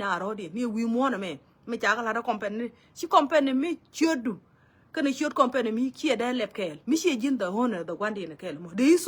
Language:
Nuer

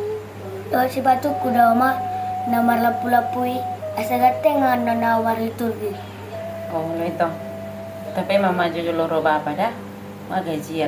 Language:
Batak Toba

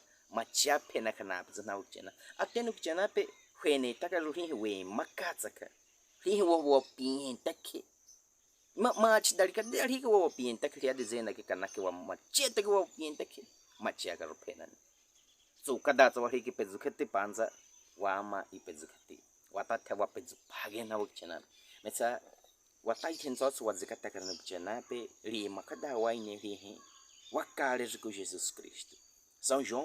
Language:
Baniwa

